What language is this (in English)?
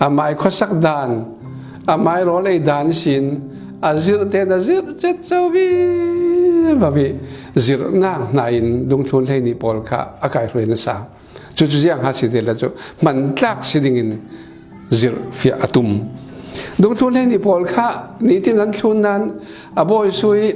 Falam Chin